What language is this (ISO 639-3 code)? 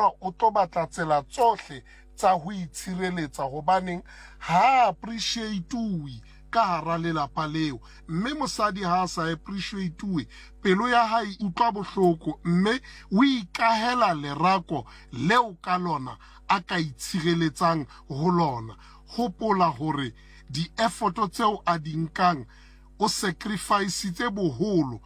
sot